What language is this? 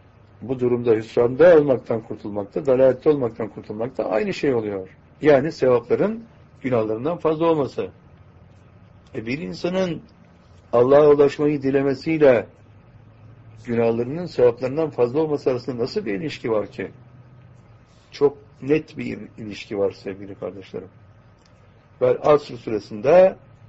Turkish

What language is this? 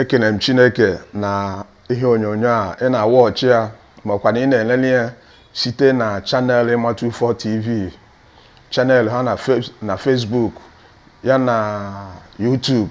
Igbo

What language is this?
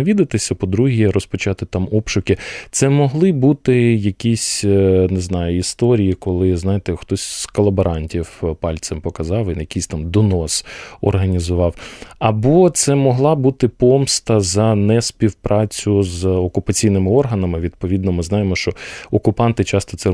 Ukrainian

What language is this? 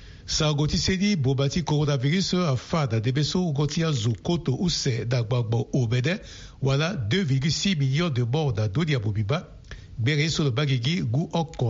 Sango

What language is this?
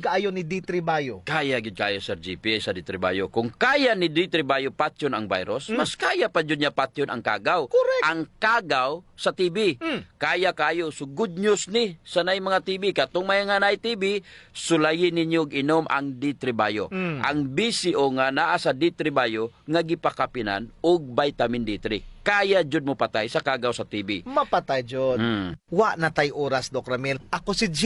Cebuano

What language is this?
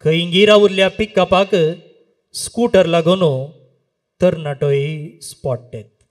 Konkani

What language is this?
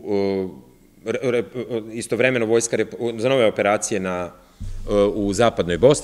Serbian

